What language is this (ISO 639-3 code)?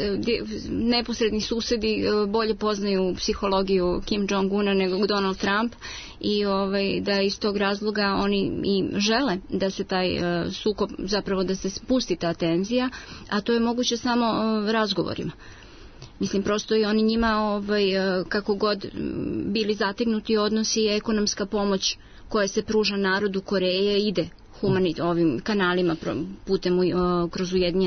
srp